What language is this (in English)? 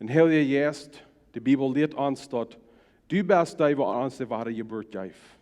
Plautdietsch